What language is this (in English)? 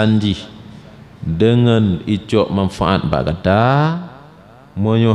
Achinese